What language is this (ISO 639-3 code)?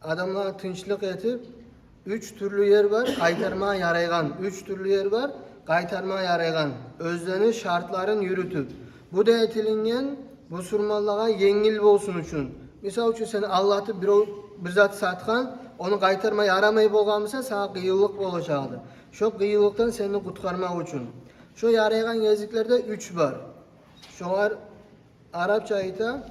kum